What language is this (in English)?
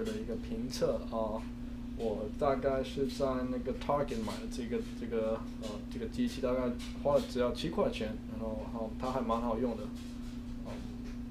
Chinese